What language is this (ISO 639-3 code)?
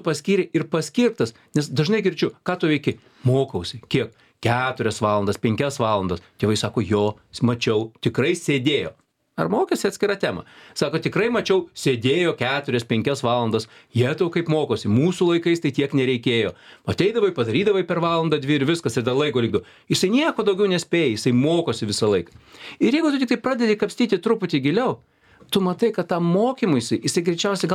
lit